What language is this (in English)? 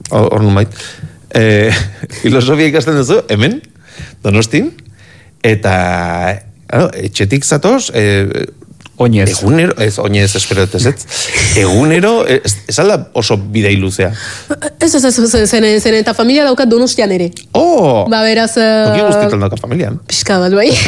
Basque